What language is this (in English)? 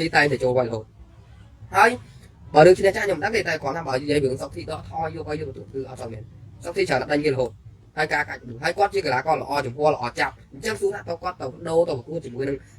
Khmer